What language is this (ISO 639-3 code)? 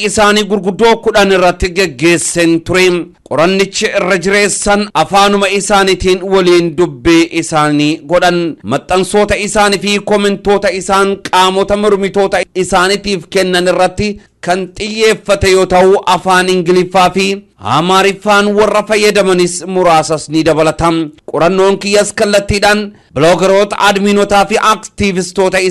orm